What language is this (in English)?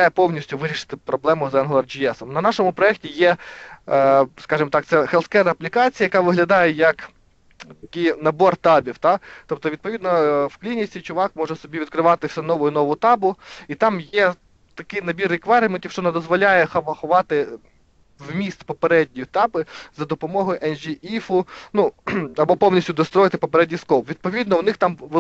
Ukrainian